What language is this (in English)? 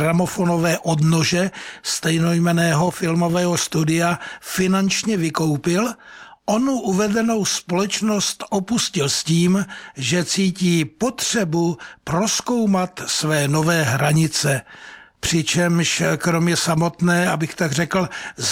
Czech